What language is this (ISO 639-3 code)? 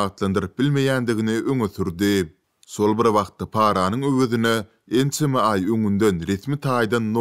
tuk